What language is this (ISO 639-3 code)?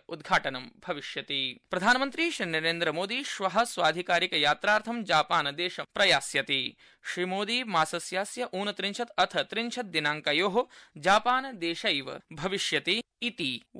san